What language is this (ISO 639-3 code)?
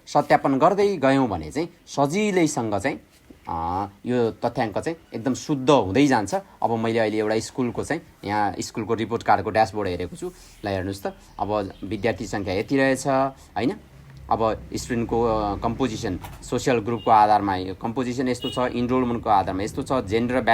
nep